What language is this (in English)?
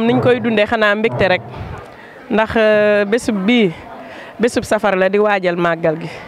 Wolof